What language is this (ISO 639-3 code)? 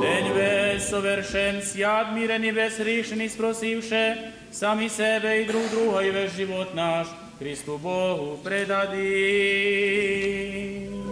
rue